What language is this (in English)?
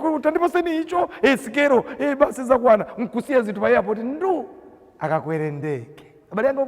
Nyanja